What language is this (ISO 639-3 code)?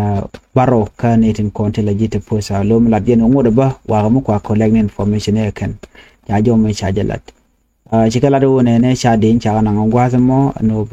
nus